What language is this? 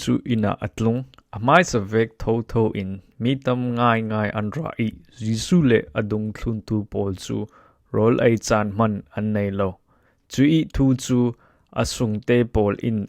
Falam Chin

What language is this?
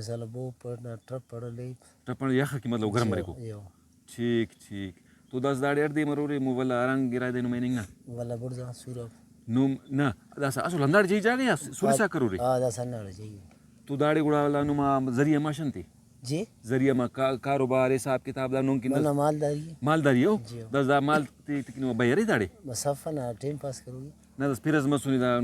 Brahui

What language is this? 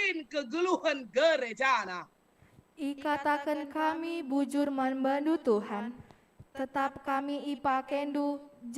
Batak Karo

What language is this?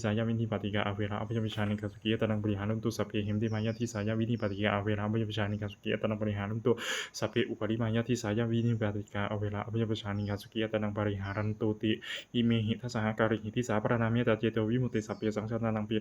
Pali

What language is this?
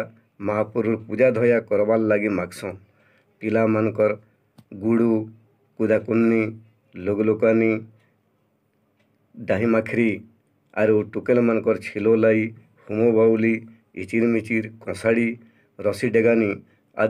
Sambalpuri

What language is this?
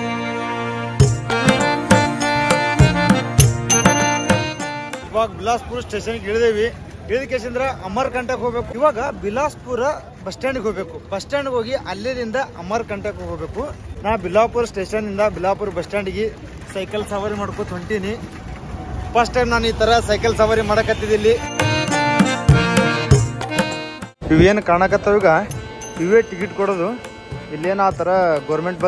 Kannada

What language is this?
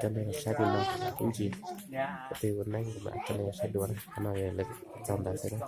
Hmong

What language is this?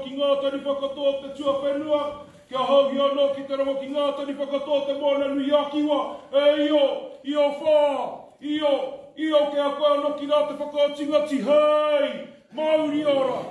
Māori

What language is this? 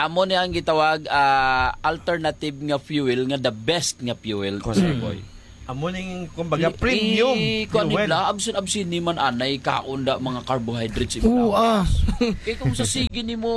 Hiligaynon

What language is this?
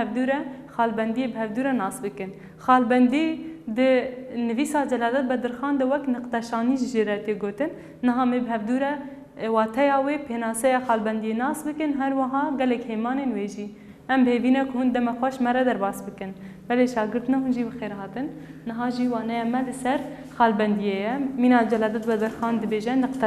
Kurdish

